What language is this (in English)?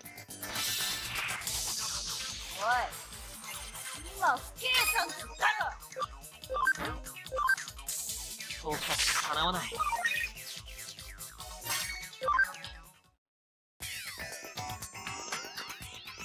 Japanese